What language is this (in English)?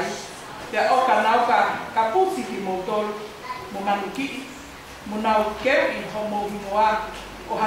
Tongan